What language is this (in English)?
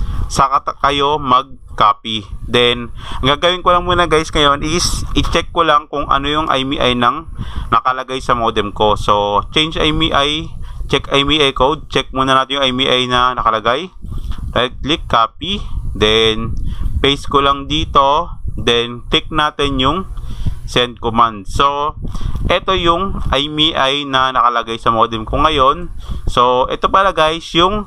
Filipino